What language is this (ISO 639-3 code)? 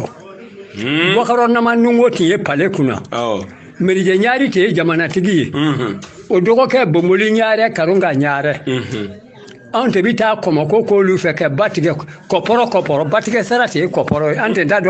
bam